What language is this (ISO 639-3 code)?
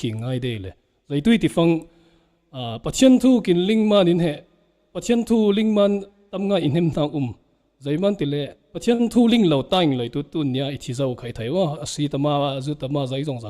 cfm